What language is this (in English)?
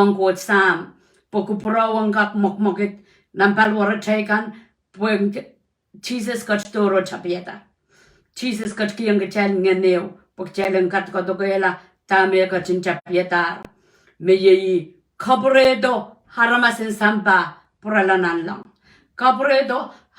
Pohnpeian